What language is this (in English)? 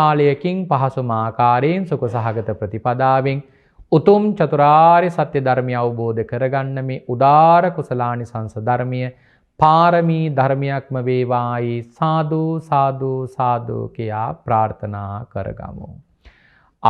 Sinhala